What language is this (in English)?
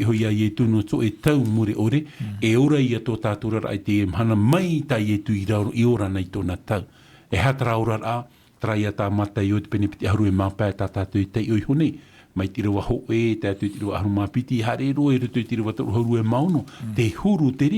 Tahitian